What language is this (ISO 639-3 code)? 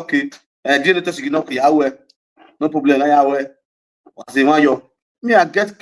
pcm